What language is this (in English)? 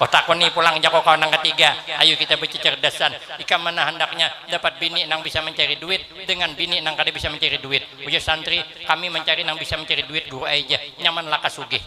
Banjar